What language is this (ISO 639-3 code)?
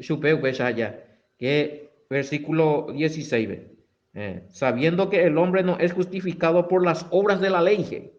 grn